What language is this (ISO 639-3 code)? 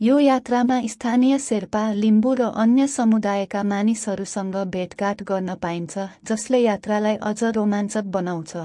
nep